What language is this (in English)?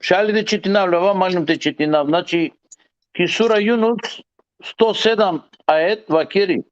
Balkan Romani